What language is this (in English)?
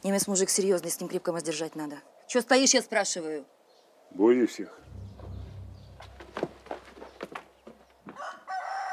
Russian